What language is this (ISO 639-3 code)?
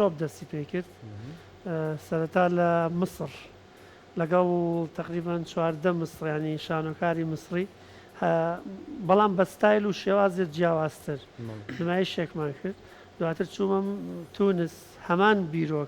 ckb